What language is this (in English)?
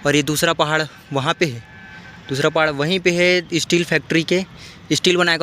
Chhattisgarhi